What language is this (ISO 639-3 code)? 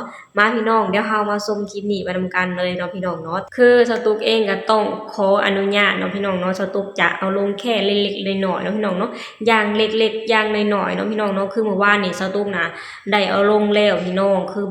lao